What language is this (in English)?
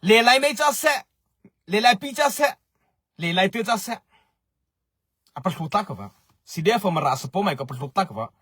Mara Chin